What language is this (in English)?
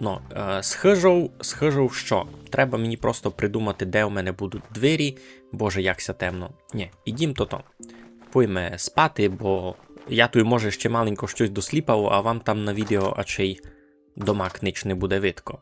Rusyn